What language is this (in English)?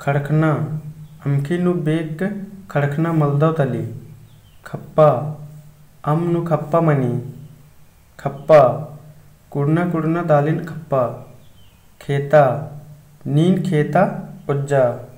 Kurukh